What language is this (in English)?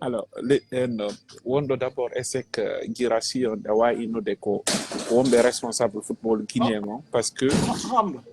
Pular